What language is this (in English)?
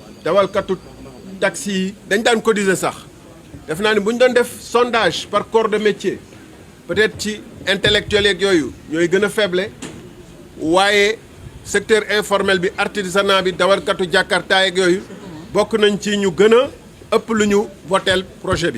Wolof